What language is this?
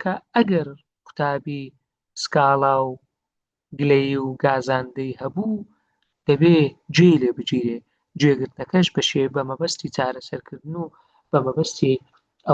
Central Kurdish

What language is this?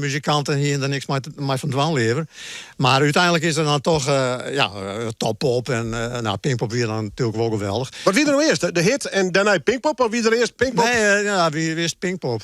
Western Frisian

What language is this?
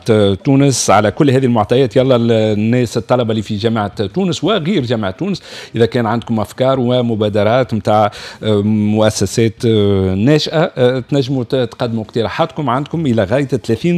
Tunisian Arabic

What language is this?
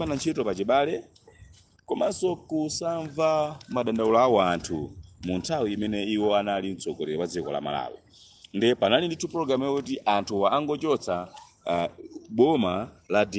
Nyanja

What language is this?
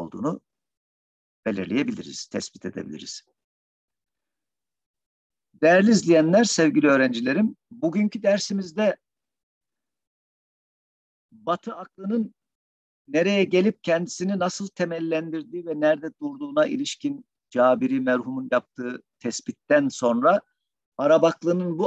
Turkish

